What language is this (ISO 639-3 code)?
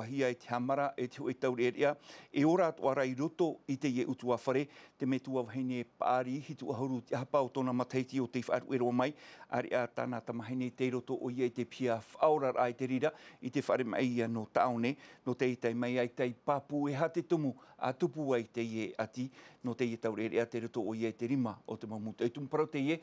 tah